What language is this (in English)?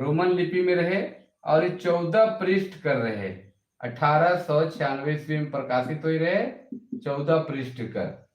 Sadri